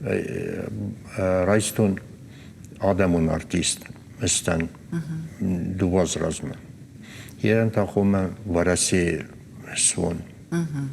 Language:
Ossetic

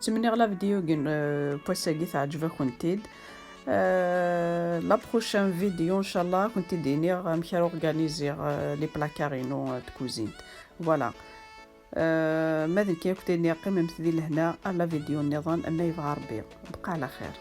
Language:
Kabyle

